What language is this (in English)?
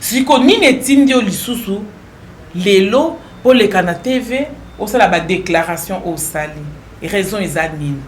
Lingala